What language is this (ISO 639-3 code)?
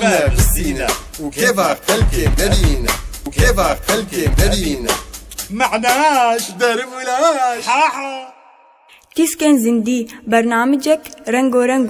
kur